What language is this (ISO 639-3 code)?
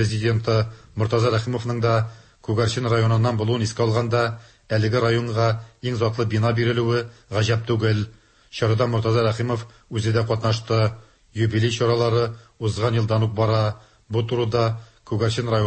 tat